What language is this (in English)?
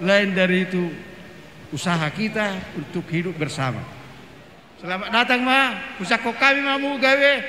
Batak Toba